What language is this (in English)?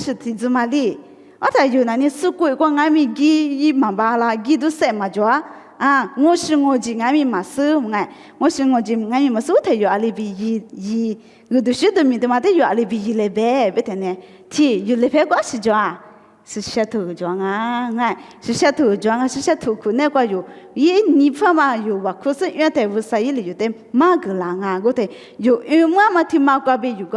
Lisu